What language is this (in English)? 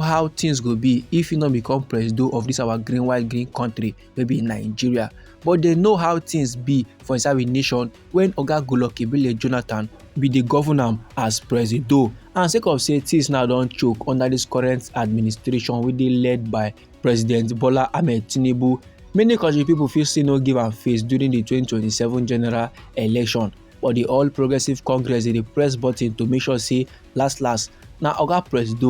Nigerian Pidgin